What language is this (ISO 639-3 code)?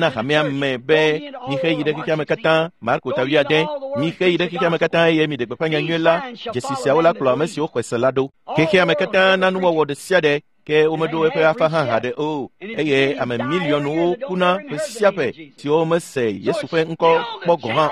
ewe